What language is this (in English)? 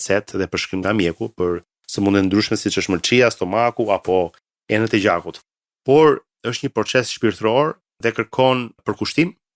Albanian